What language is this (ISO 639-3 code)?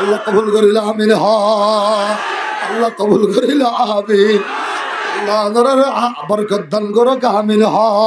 rhg